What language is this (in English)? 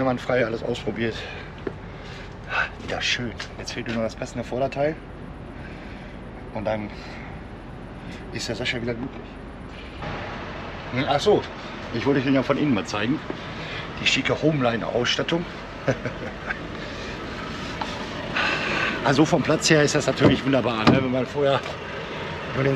German